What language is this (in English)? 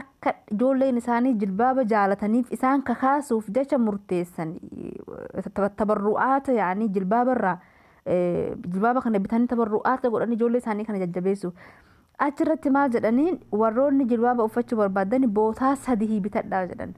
Oromo